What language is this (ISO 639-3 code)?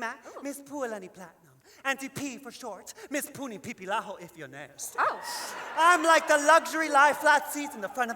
haw